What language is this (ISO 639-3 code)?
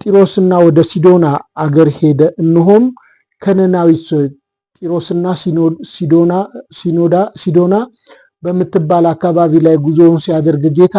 amh